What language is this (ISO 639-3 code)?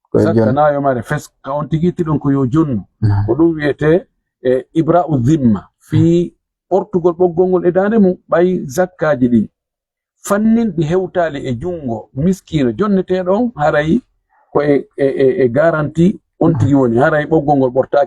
ful